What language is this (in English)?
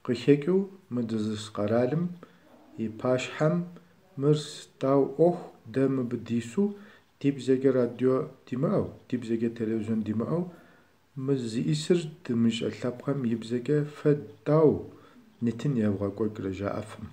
Kabardian